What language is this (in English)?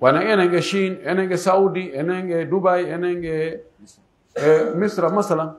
Pular